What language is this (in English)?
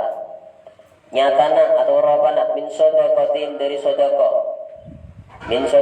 Madurese